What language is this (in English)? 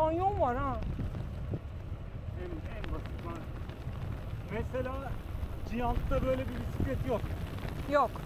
Turkish